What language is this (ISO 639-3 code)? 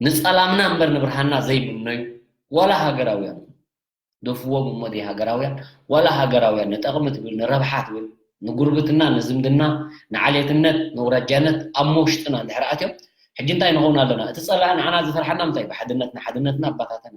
tir